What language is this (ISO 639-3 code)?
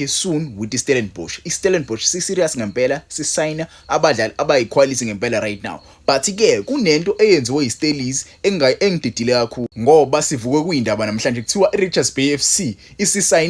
zul